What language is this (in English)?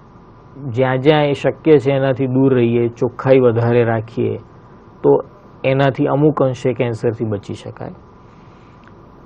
Gujarati